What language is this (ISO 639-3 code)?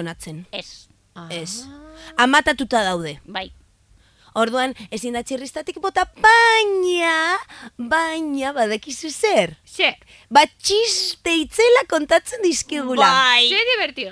eus